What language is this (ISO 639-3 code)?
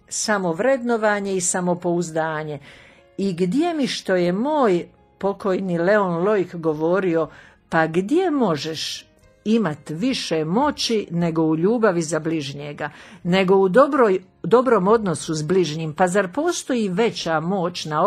hrv